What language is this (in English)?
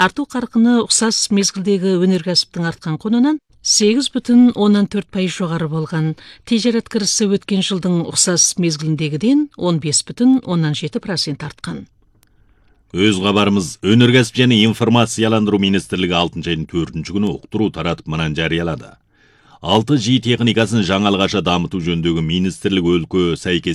Kazakh